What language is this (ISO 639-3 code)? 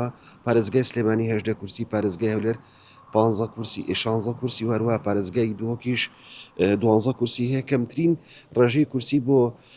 ckb